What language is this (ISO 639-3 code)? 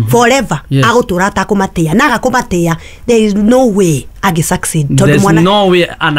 kik